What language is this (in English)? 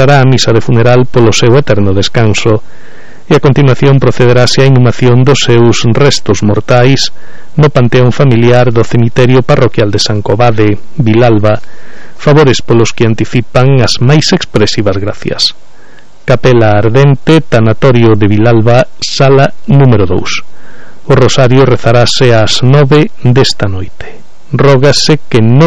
Galician